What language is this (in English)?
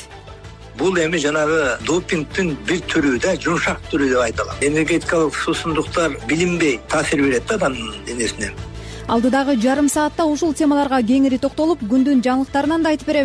Kyrgyz